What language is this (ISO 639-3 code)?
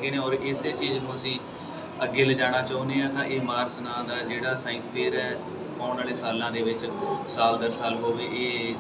pan